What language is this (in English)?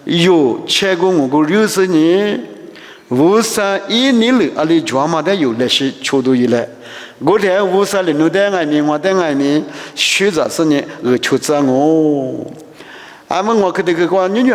Lisu